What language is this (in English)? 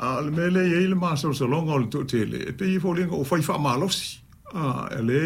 Samoan